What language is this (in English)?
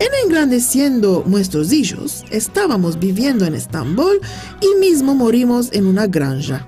Ladino